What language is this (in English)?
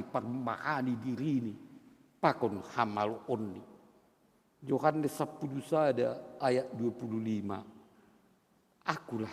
Batak Simalungun